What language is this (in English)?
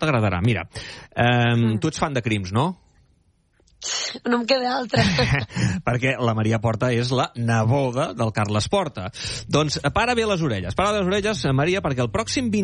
Catalan